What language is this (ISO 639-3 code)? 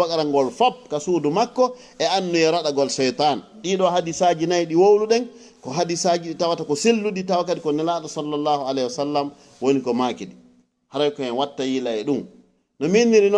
ful